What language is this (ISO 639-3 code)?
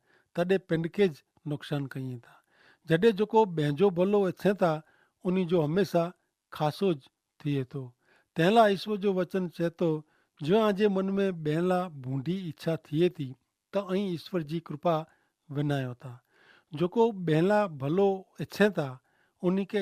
kfr